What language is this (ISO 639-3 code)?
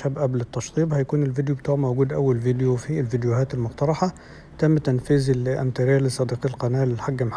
arz